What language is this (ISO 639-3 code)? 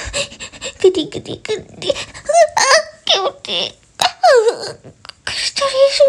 jpn